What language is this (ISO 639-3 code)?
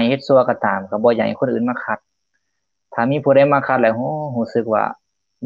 lao